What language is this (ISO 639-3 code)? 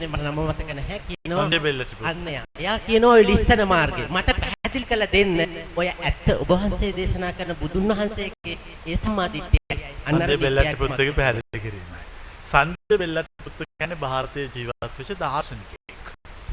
sin